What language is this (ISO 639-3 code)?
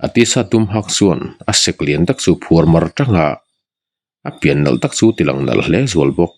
lus